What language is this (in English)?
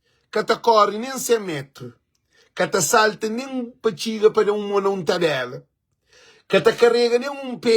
Kabuverdianu